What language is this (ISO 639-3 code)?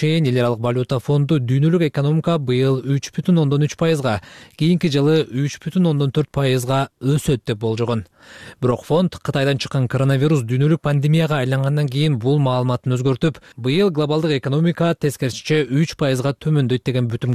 kir